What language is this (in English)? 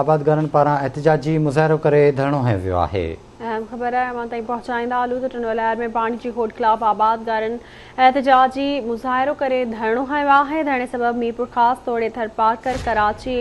Sindhi